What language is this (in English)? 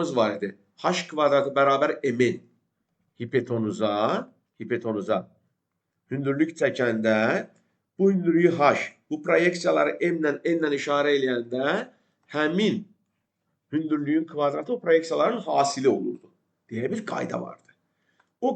Azerbaijani